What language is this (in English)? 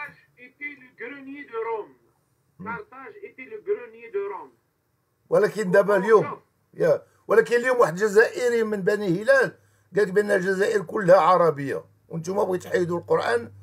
Moroccan Arabic